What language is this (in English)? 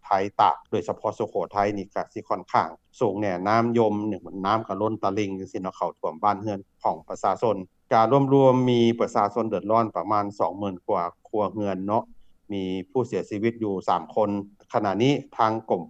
Lao